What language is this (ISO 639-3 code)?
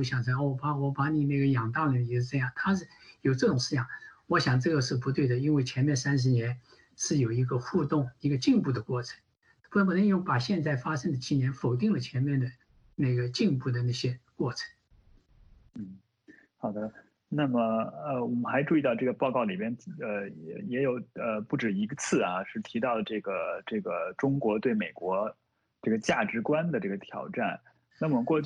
zho